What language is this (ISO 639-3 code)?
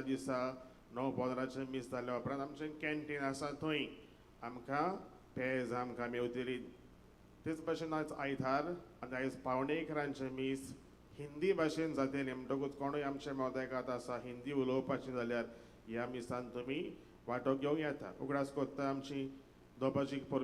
kok